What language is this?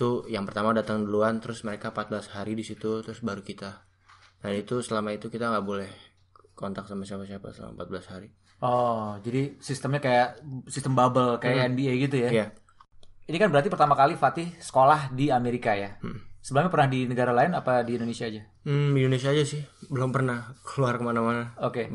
Indonesian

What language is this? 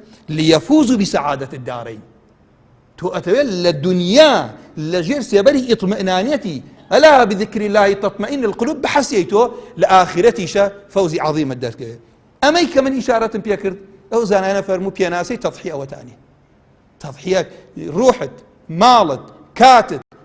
Central Kurdish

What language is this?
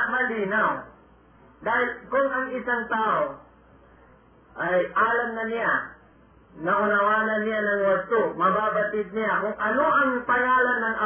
Filipino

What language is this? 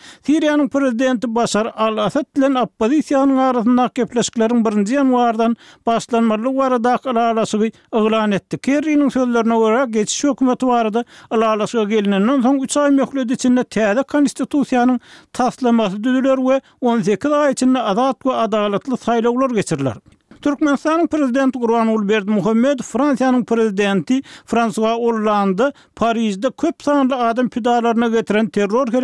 Turkmen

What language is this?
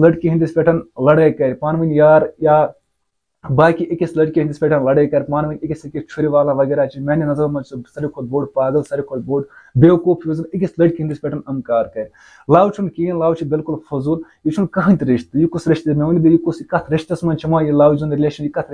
Kashmiri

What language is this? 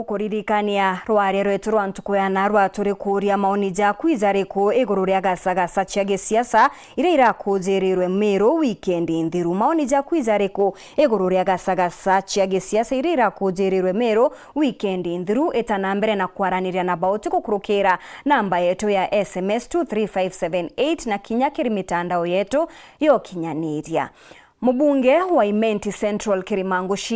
Meru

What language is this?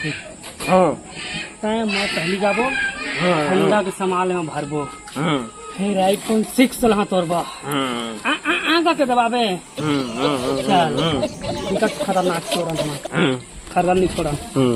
Chhattisgarhi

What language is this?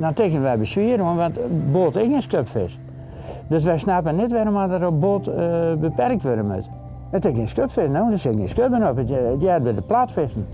Western Frisian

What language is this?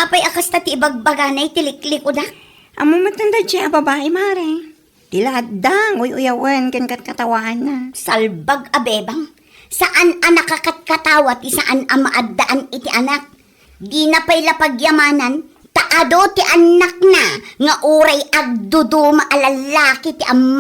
Iloko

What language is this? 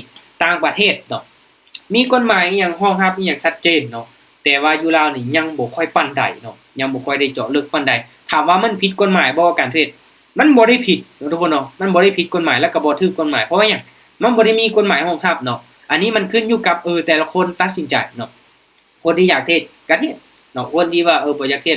Lao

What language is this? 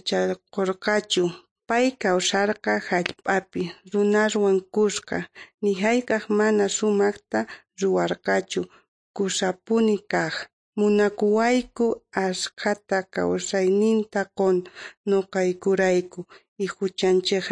South Bolivian Quechua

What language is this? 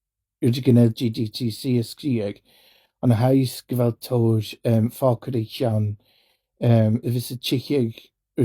Scottish Gaelic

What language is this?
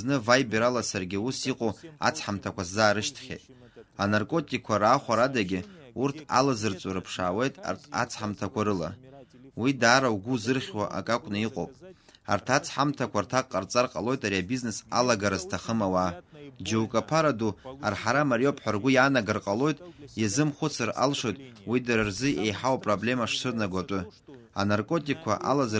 Abkhazian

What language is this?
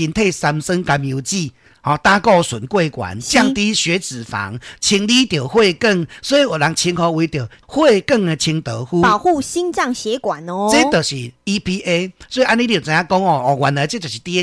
Min Nan Chinese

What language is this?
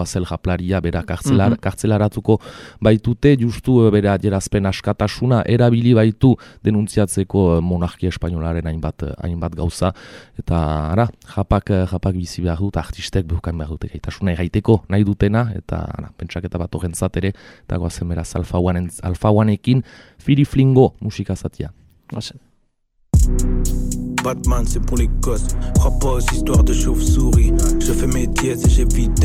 Basque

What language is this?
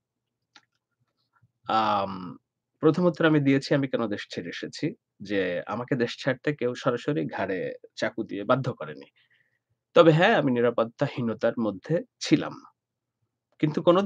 Bangla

